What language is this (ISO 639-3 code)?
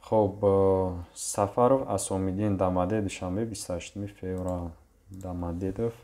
tgk